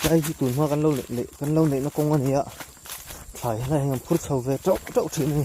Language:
Mizo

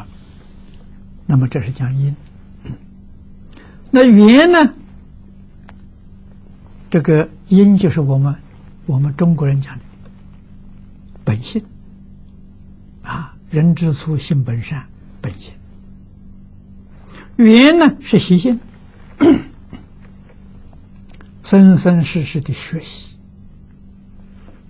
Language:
Chinese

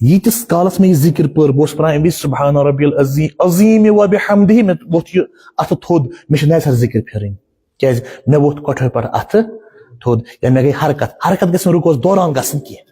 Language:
Kashmiri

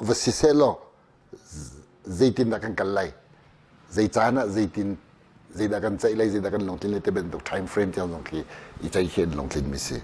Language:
Hakha Chin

